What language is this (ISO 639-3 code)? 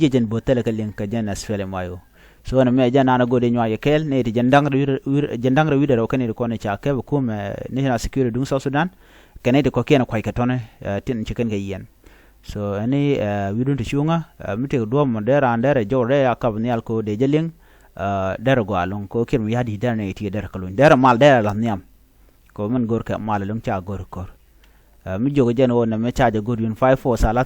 nus